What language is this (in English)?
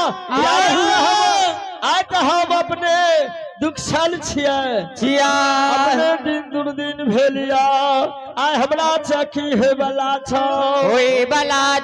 Maithili